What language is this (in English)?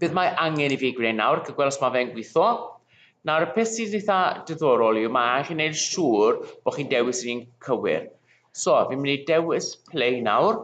Welsh